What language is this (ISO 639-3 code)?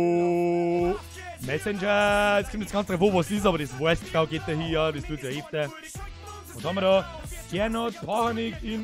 bar